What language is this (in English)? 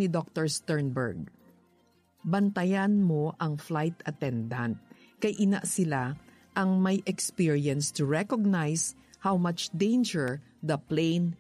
Hiligaynon